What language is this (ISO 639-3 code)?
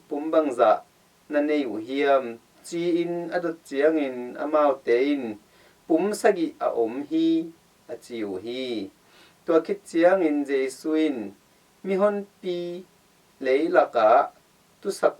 ctd